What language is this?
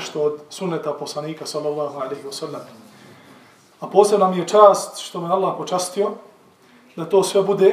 Bosnian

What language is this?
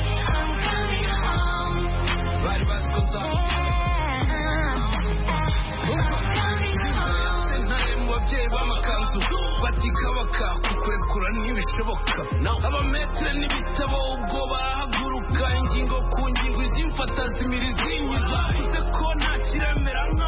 Kinyarwanda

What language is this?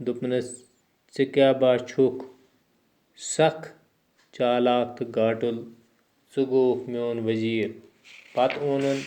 Kashmiri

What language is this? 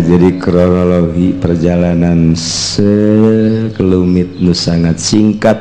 Sundanese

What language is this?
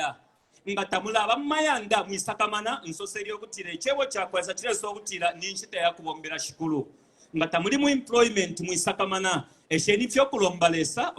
Bemba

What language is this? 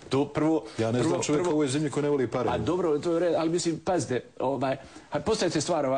Bosnian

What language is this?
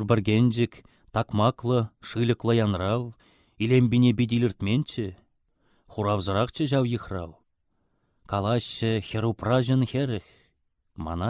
Chuvash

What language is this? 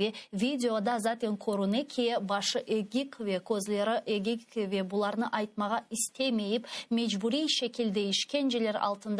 Crimean Tatar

